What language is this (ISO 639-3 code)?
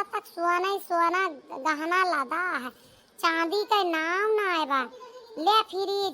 awa